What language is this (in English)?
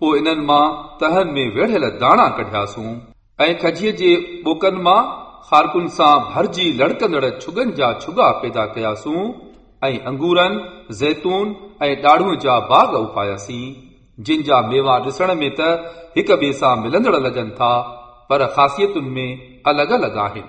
Sindhi